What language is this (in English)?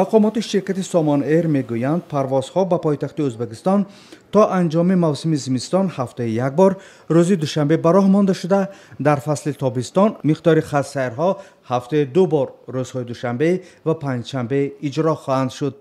Tajik